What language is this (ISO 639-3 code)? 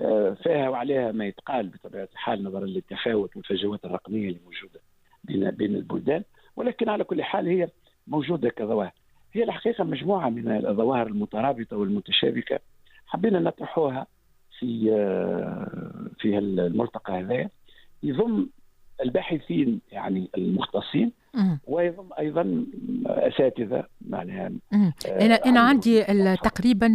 aeb